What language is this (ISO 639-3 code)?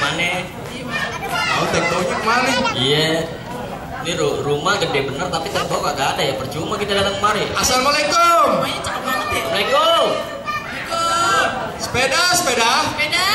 bew